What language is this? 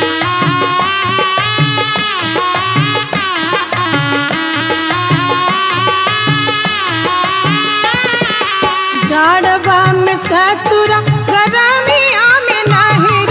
Bhojpuri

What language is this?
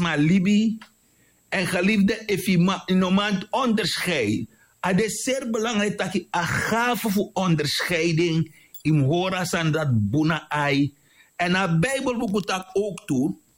Sranan Tongo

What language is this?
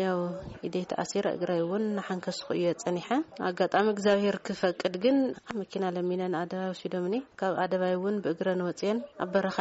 Tigrinya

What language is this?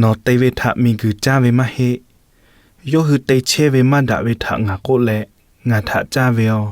Lahu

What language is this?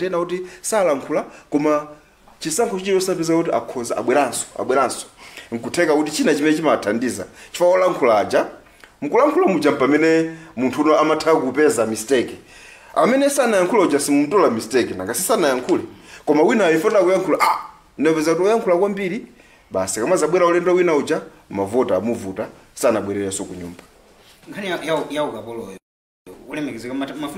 Nyanja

